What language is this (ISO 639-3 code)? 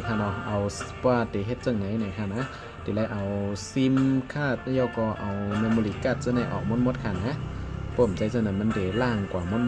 shn